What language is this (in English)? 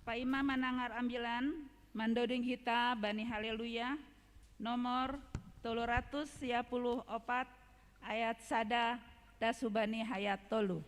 Batak Simalungun